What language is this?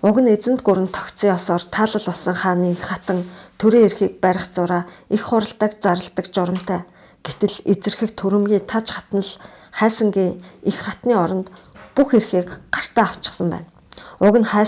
Mongolian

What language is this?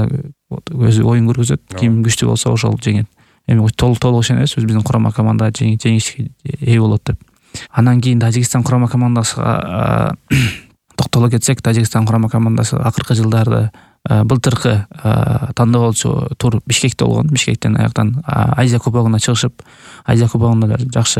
Kyrgyz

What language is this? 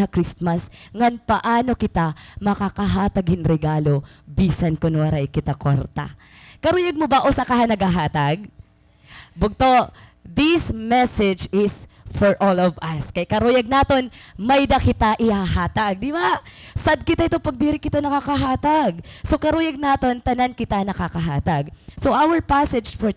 Waray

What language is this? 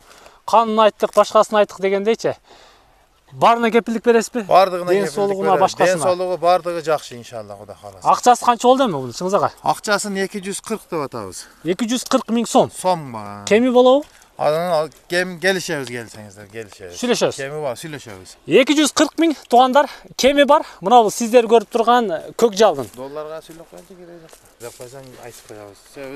Kyrgyz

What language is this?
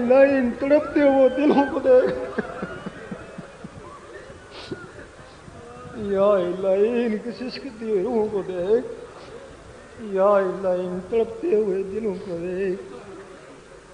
Urdu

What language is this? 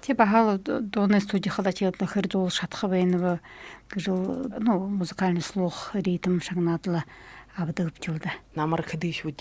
Buriat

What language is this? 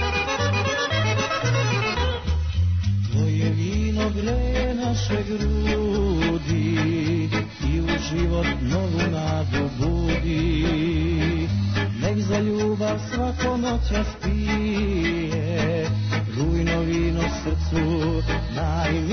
Serbian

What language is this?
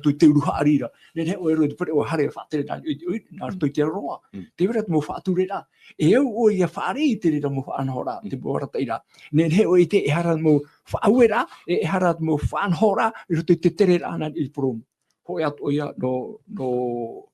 Tahitian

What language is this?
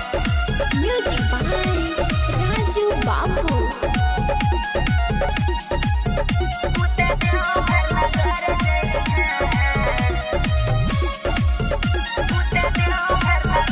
Bhojpuri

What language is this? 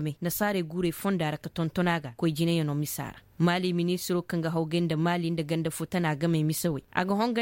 Koyraboro Senni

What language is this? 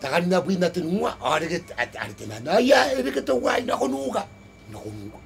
Gilbertese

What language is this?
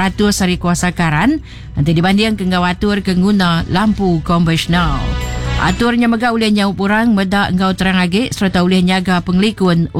Iban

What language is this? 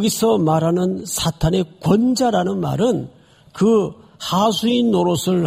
Korean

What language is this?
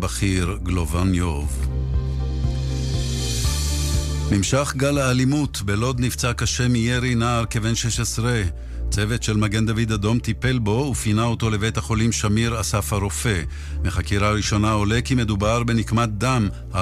Hebrew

